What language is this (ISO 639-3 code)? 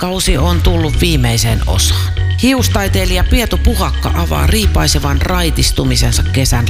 fin